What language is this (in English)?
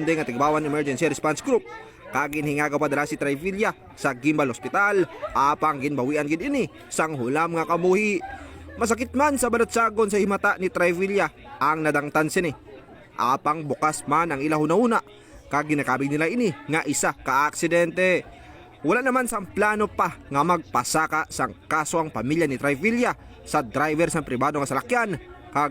Hiligaynon